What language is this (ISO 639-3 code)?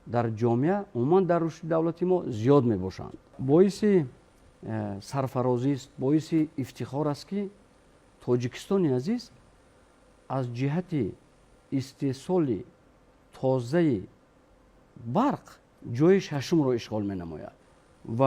tgk